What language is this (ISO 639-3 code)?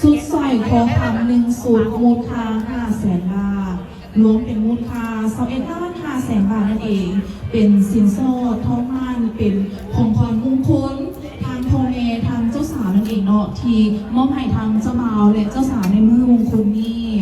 lao